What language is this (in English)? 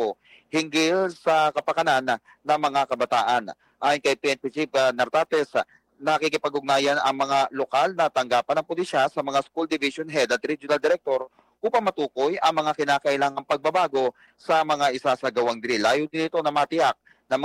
Filipino